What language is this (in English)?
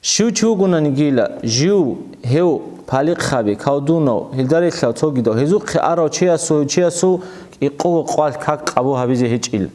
Avaric